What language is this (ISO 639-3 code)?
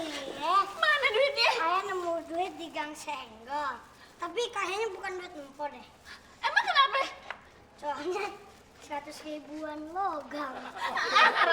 bew